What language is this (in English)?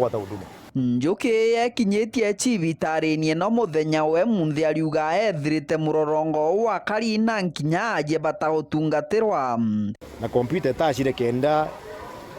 Meru